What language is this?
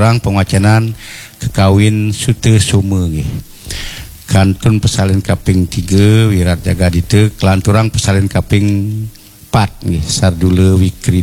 Balinese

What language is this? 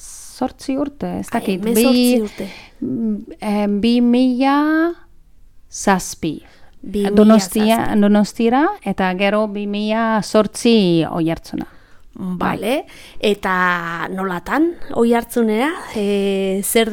Basque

